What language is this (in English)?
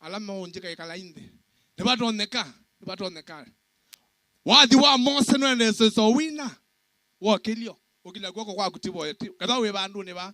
Kamba